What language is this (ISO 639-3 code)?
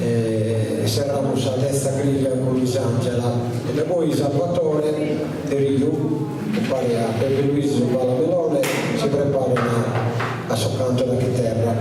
srd